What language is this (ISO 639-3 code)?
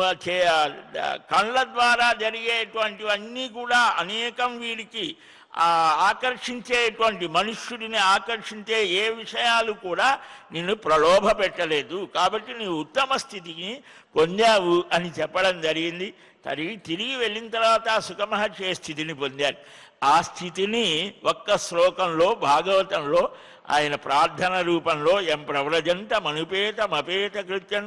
tel